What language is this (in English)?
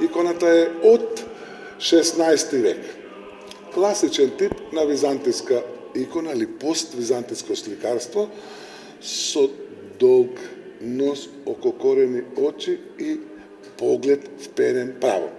Macedonian